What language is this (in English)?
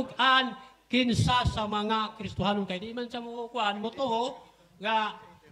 Cebuano